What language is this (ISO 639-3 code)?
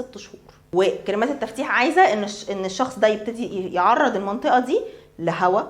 arz